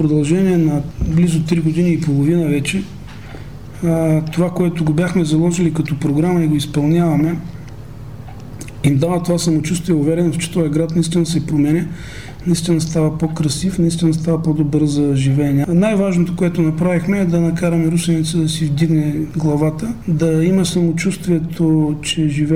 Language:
Bulgarian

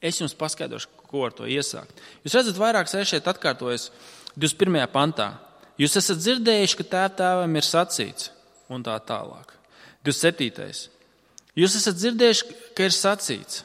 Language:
Latvian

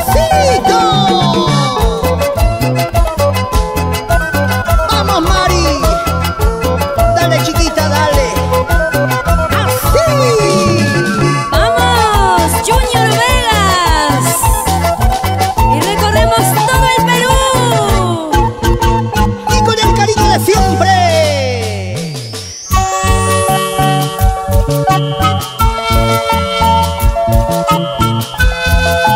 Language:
Spanish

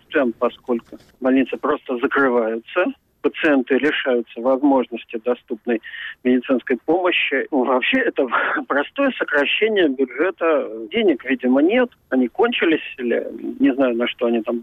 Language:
Russian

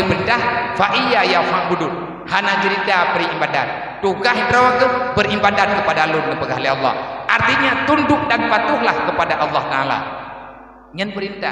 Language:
Achinese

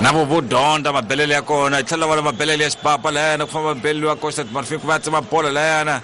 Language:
Tsonga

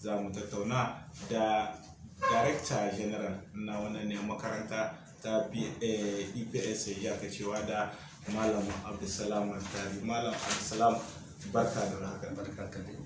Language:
Hausa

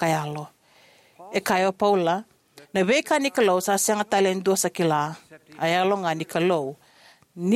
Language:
Fijian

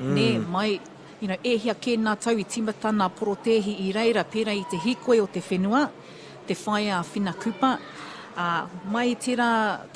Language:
Māori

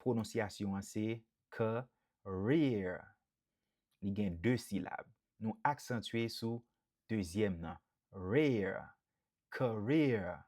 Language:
Haitian Creole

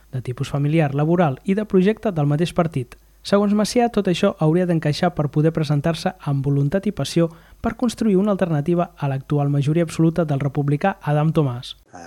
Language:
Catalan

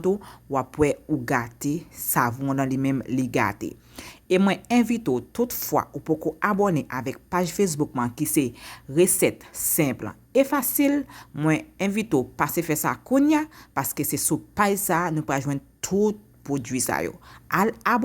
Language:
Haitian Creole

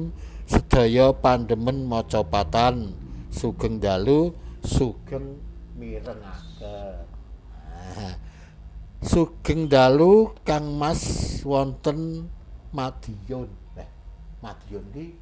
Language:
Javanese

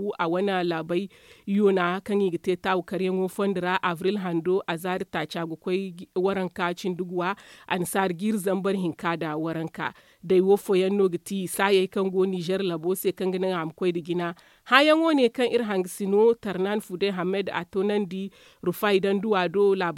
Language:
Zarma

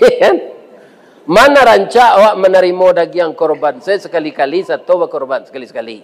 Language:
Minangkabau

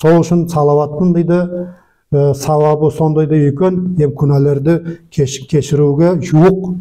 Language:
Nogai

